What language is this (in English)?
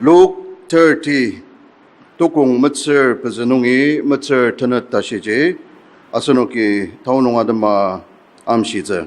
Ao Naga